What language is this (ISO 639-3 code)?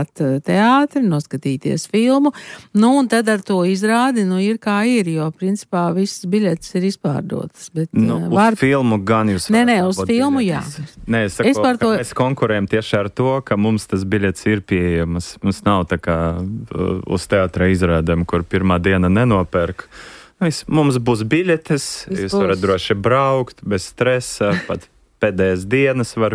lav